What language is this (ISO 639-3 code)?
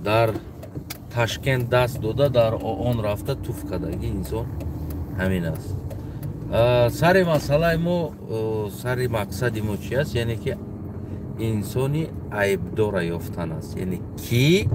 tgk